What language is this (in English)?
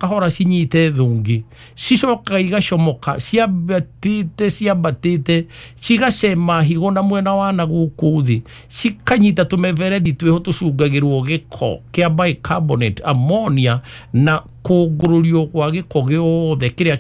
Kikuyu